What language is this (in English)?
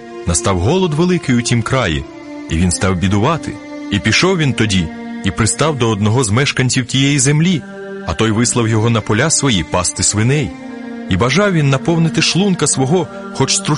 Ukrainian